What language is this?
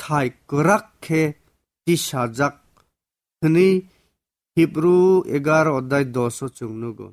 Kok Borok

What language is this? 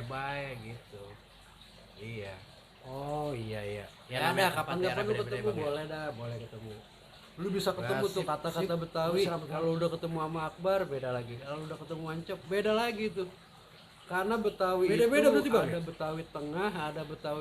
Betawi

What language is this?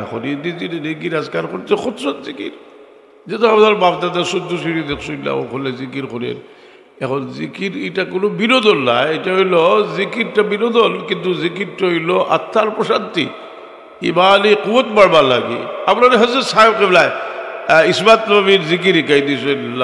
Sylheti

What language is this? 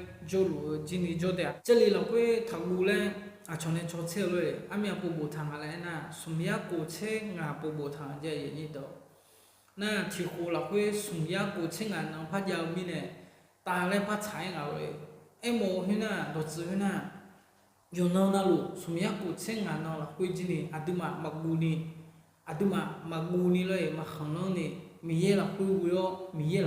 Akha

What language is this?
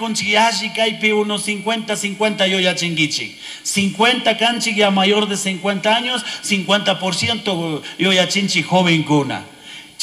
Chimborazo Highland Quichua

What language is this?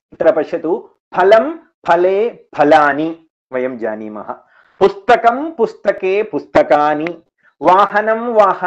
Sanskrit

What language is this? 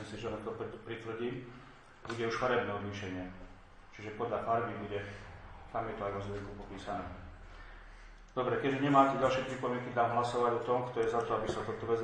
Slovak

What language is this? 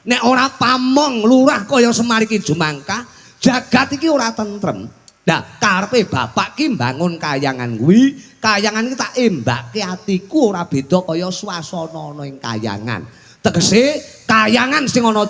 Javanese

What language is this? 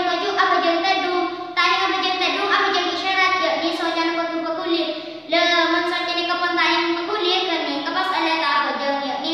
Madurese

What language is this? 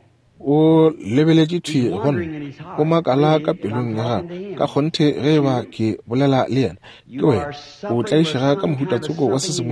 Northern Sotho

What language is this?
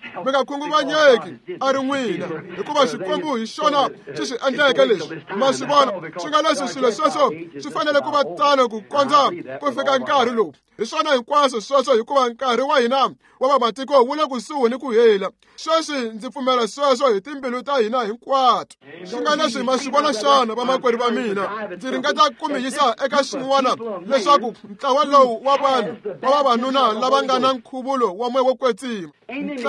Tsonga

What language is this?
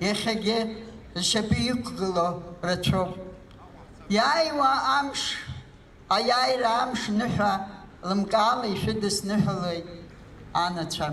Abkhazian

